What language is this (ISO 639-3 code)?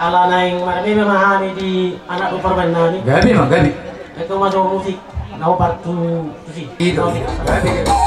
bbc